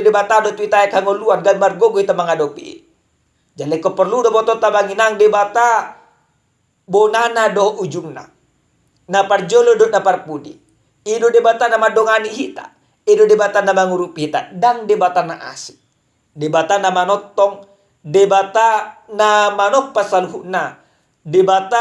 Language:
Batak Toba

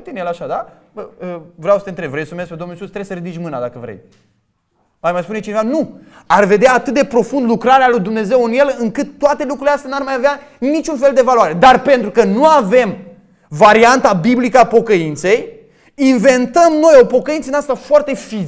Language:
Romanian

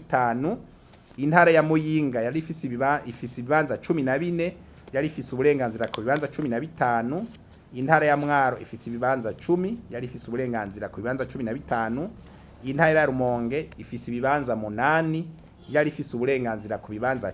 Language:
Rundi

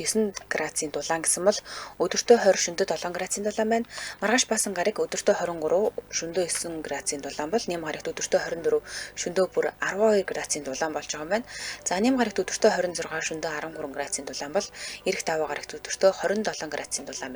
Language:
Mongolian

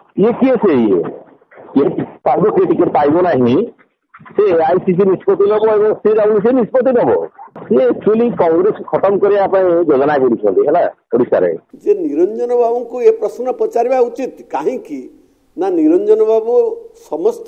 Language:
Odia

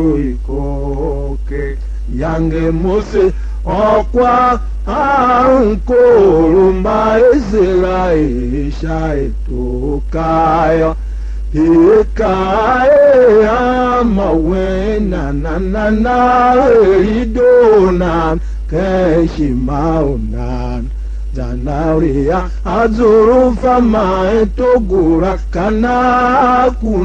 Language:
Tiv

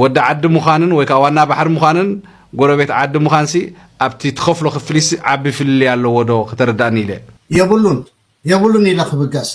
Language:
Tigrinya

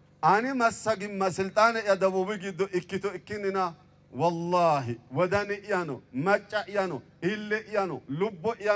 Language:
Sidamo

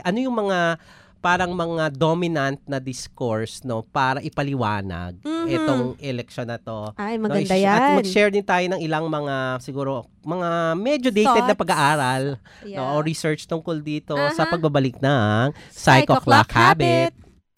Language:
Filipino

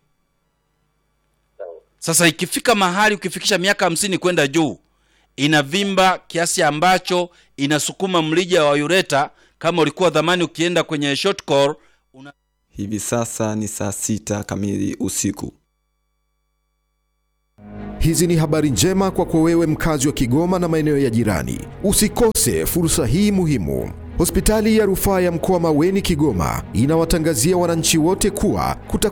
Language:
Swahili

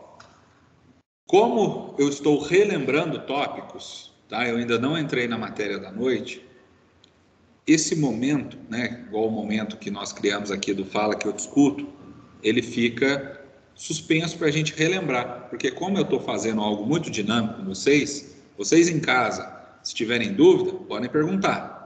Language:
Portuguese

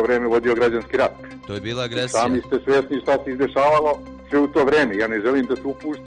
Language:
Bosnian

